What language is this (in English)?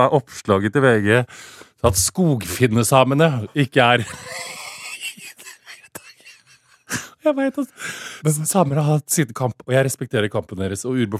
Norwegian